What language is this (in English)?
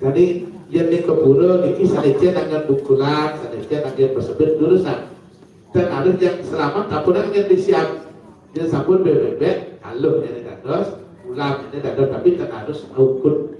Balinese